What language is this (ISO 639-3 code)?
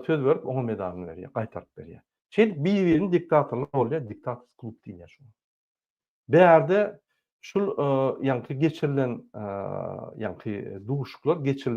tuk